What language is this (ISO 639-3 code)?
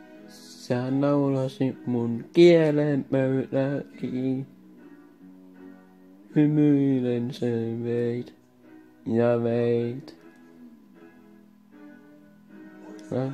fin